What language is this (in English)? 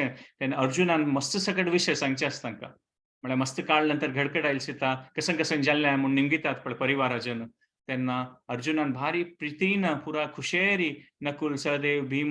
Konkani